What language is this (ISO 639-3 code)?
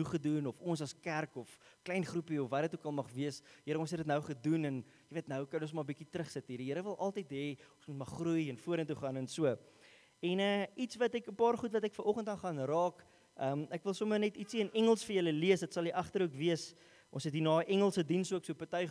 afr